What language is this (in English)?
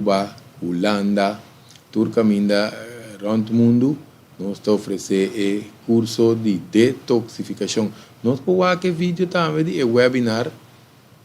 Papiamento